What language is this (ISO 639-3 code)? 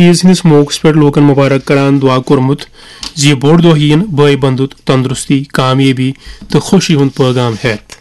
kas